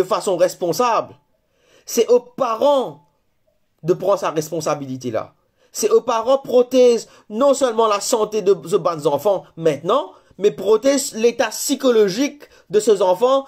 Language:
Morisyen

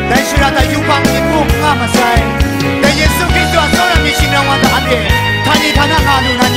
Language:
Kachin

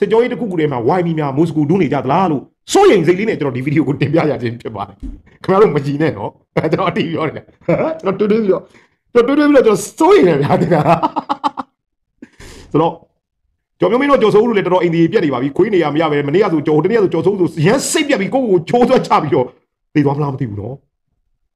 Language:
Burmese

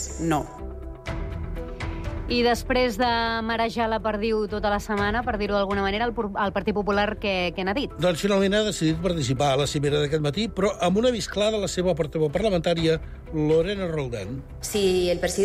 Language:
Catalan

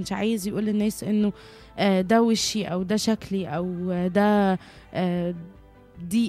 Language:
Egyptian Arabic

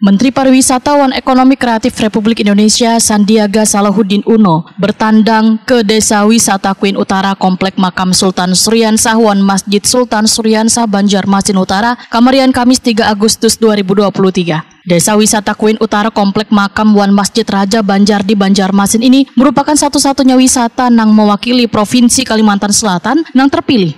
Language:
Banjar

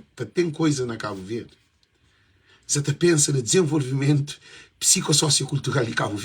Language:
Kabuverdianu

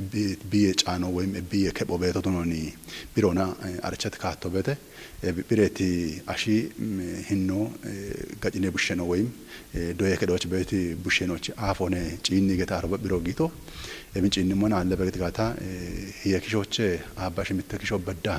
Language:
Kafa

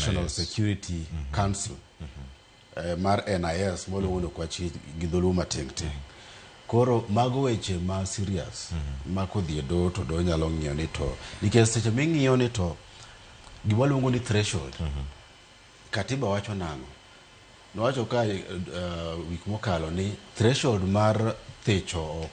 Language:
Luo (Kenya and Tanzania)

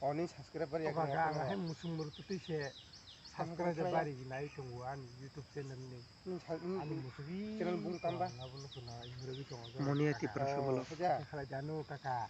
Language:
Kok Borok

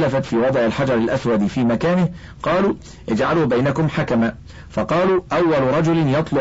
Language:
Arabic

